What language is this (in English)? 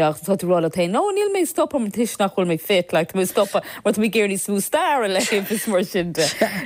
Irish